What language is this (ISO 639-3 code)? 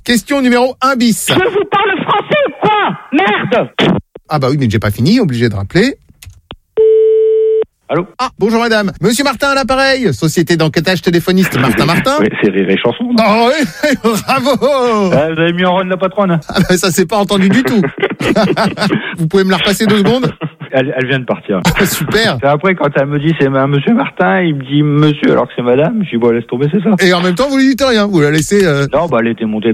fra